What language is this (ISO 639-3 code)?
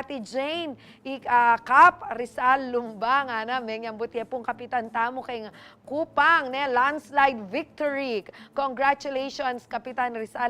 pam